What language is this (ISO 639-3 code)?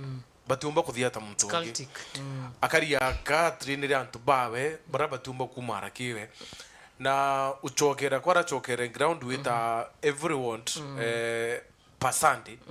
mer